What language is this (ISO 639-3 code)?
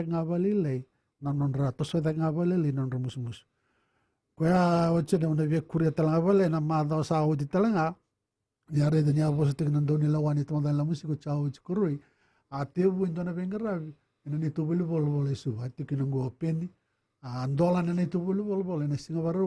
fij